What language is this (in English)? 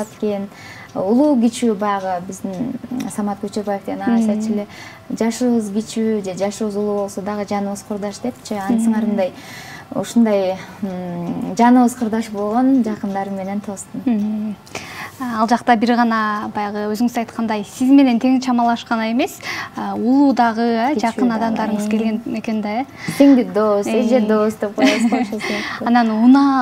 Kyrgyz